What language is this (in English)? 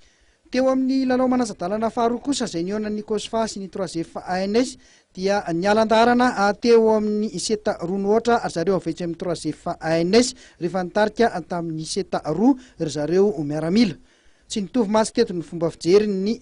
Malagasy